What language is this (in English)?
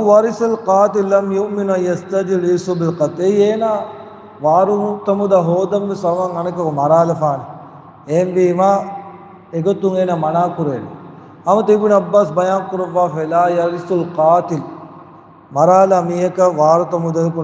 Divehi